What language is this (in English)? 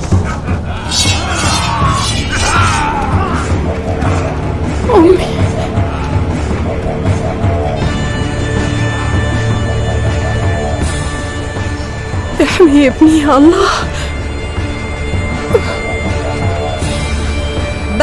Arabic